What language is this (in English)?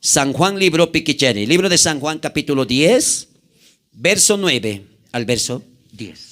South Bolivian Quechua